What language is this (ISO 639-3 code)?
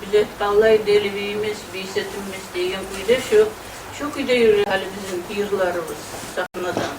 kum